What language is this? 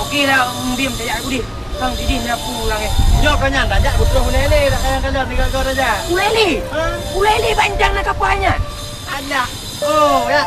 Achinese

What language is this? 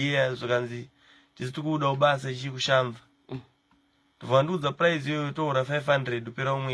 Shona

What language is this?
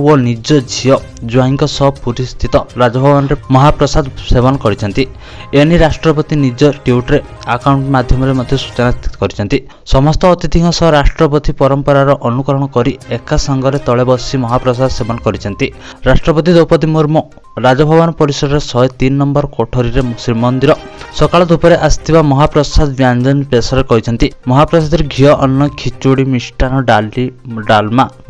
Odia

